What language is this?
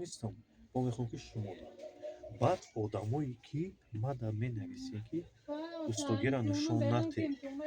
Tajik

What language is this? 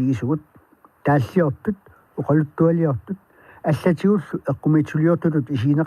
Kalaallisut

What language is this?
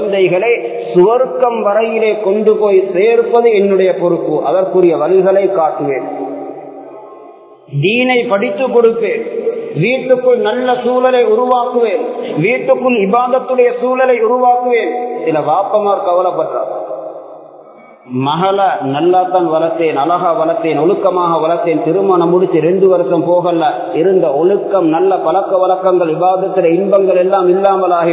Tamil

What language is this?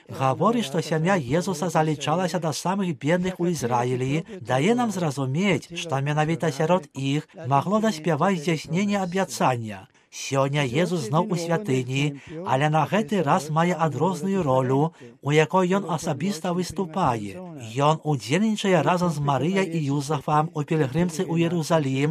Belarusian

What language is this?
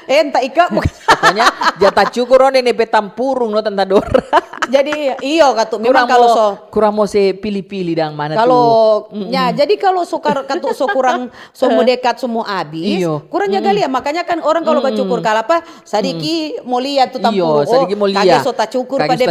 Manado Malay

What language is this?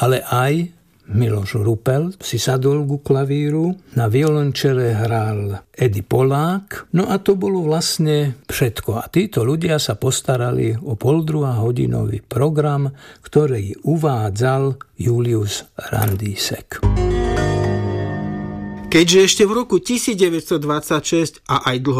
Slovak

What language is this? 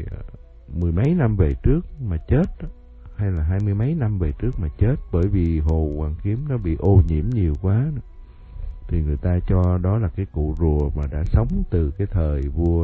Vietnamese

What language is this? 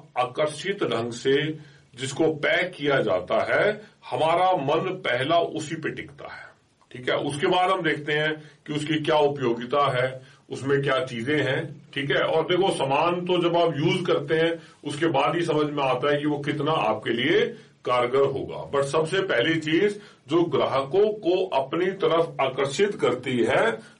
Hindi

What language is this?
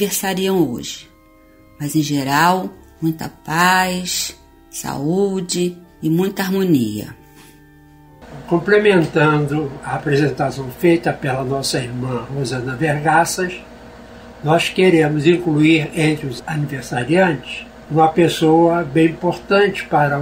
Portuguese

